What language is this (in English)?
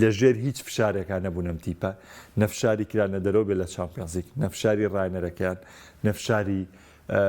Central Kurdish